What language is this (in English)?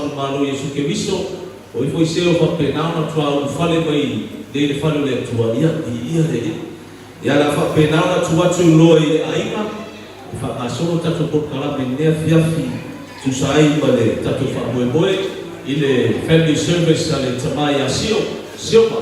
Samoan